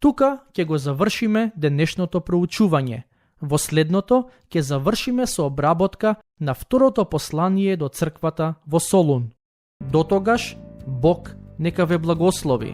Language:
Macedonian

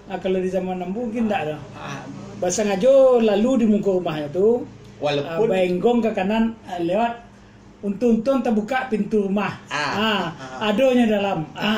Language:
Minangkabau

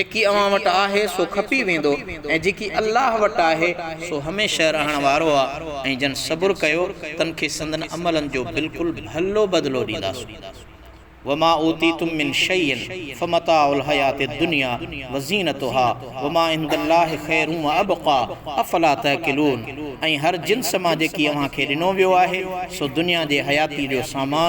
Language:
Sindhi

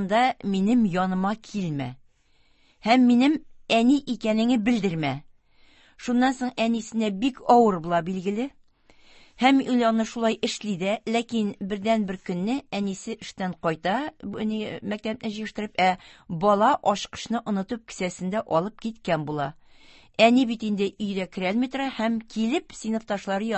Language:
Tatar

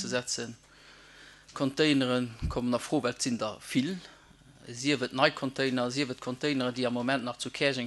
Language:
Luxembourgish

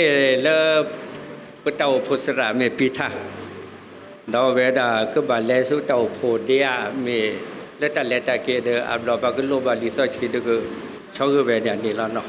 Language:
S'gaw Karen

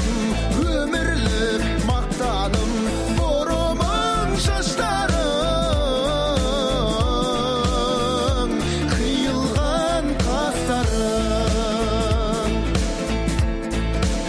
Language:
Kazakh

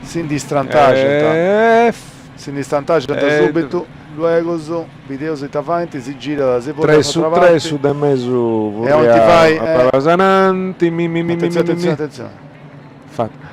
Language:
Sardinian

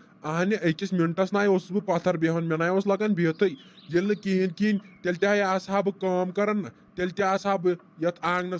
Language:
Kashmiri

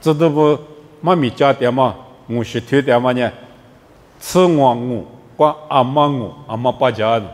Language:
Lisu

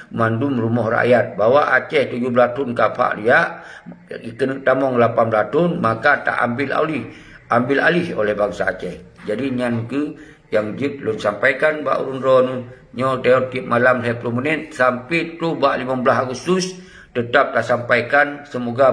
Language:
Achinese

